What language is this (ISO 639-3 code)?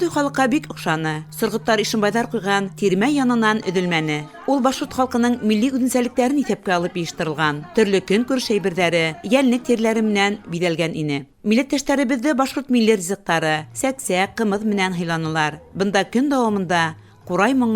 bak